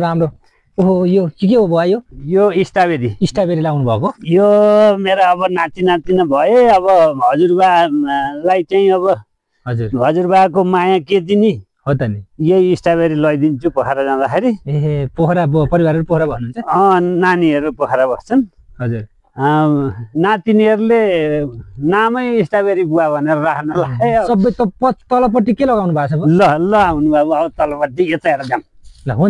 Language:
Nepali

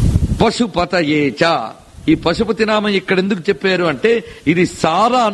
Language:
Telugu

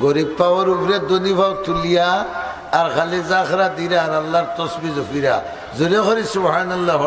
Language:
Sylheti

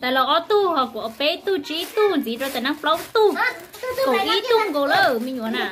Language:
Hmong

